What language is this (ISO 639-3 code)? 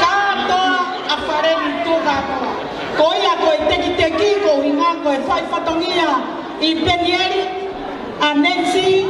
ton